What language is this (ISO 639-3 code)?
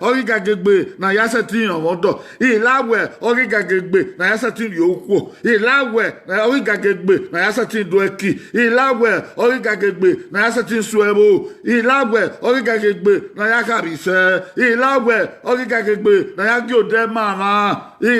bin